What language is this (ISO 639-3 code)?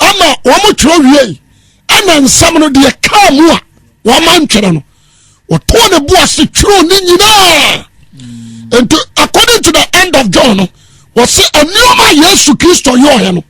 aka